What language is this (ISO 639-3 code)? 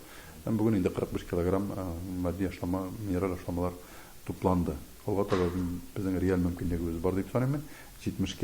tat